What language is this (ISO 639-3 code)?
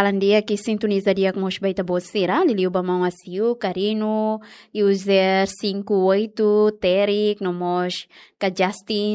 tet